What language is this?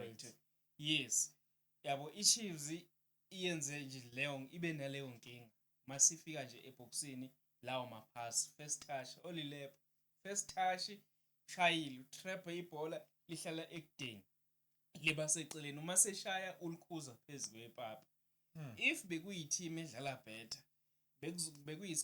Zulu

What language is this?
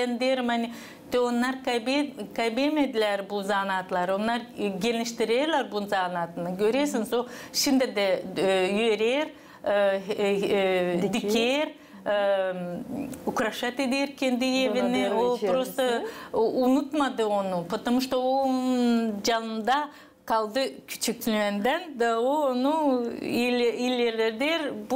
Gagauz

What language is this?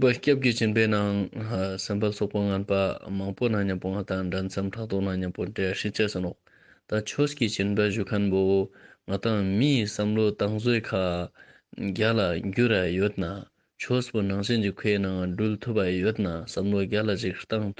Ladakhi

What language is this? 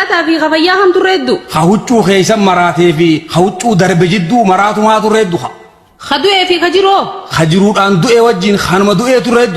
Oromo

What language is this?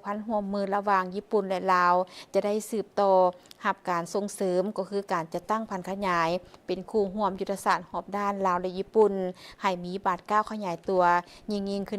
Lao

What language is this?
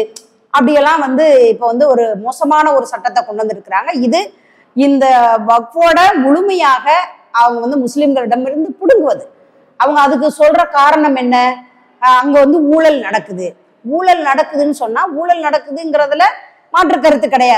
Tamil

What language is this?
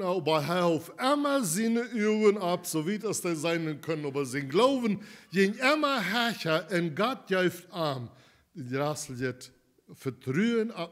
Plautdietsch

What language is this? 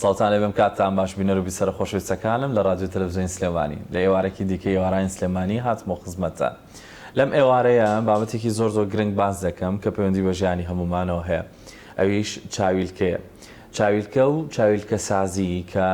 Central Kurdish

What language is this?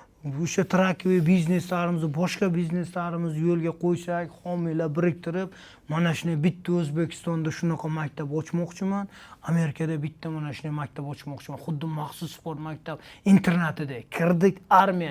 Uzbek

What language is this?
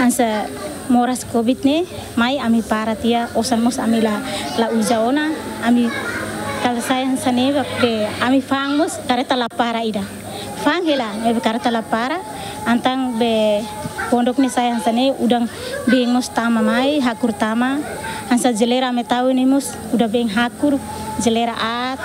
Tetum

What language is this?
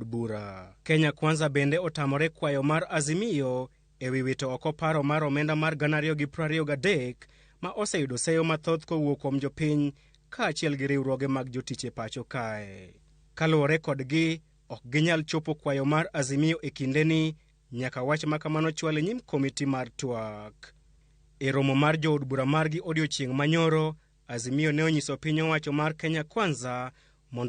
Luo (Kenya and Tanzania)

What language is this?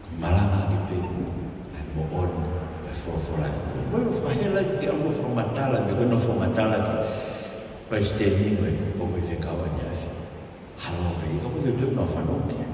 Tongan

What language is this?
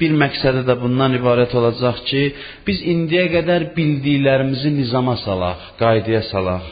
Azerbaijani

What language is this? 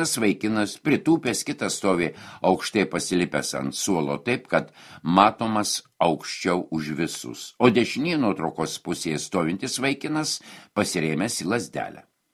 Lithuanian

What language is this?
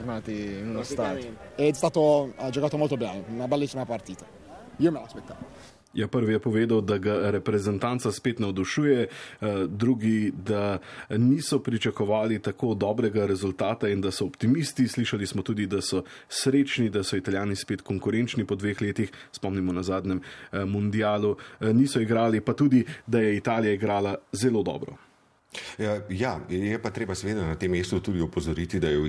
Slovenian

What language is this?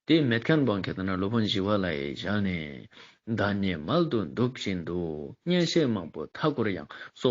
Ladakhi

